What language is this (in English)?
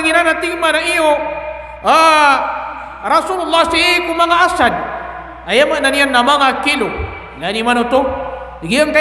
Maranao